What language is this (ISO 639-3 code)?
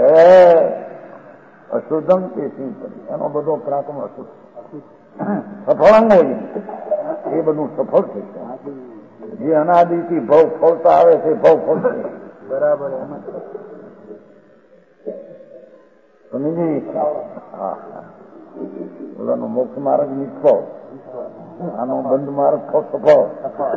guj